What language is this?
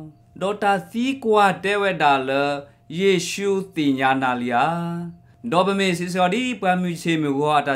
S'gaw Karen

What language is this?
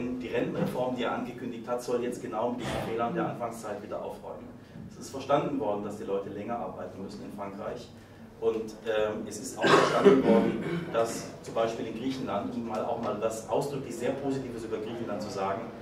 German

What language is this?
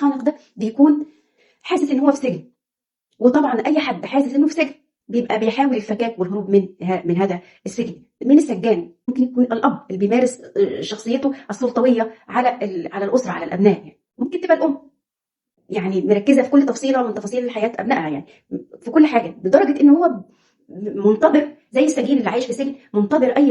Egyptian Arabic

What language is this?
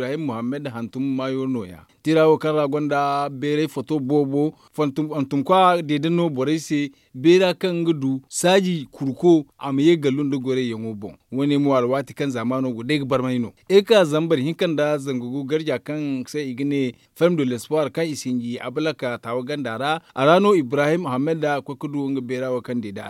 Zarma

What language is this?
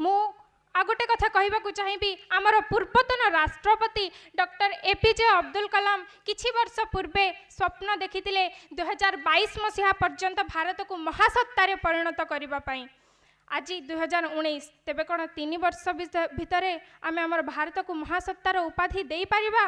Odia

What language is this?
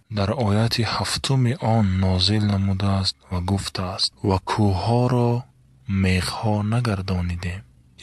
Tajik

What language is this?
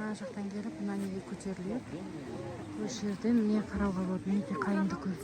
Kazakh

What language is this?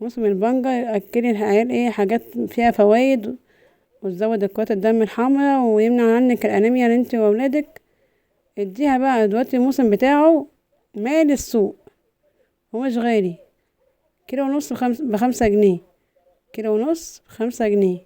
Egyptian Arabic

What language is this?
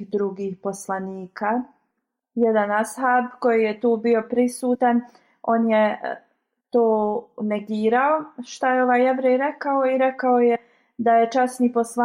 Bosnian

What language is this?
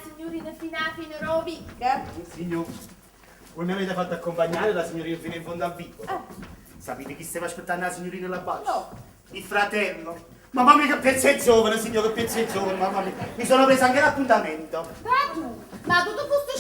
Neapolitan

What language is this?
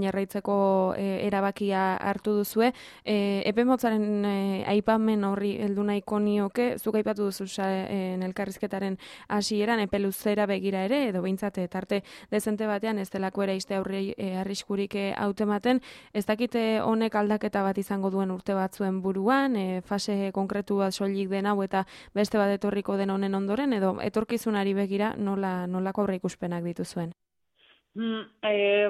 Basque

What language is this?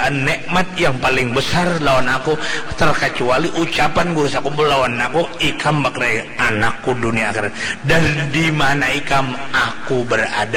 Banjar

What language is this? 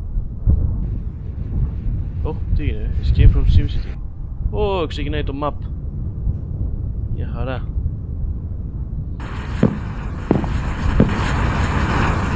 Greek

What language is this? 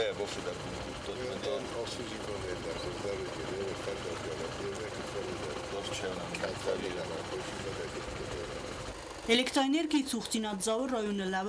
Ossetic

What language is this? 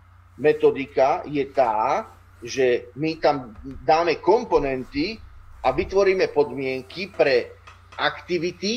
Slovak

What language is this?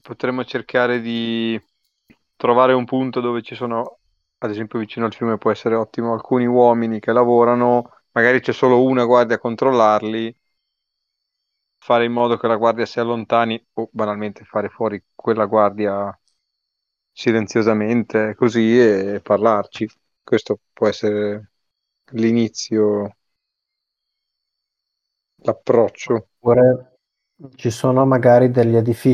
Italian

